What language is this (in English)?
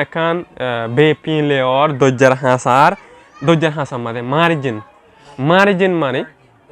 Rohingya